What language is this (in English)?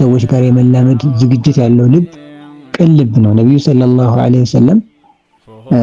Amharic